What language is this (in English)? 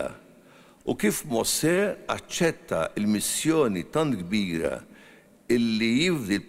Maltese